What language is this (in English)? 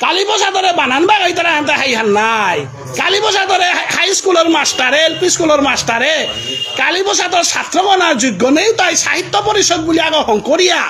Bishnupriya